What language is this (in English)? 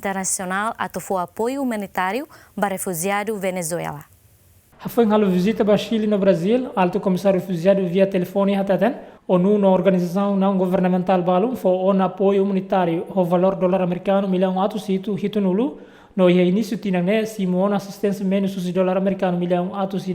Tetum